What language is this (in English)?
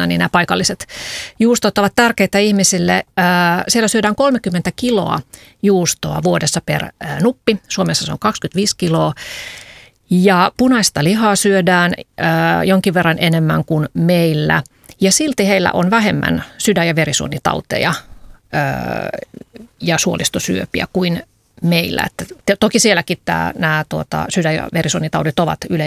Finnish